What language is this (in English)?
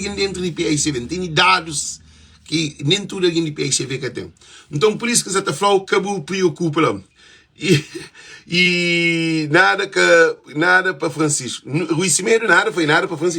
Kabuverdianu